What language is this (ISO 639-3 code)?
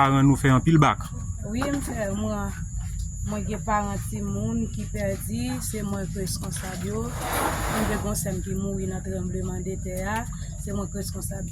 hat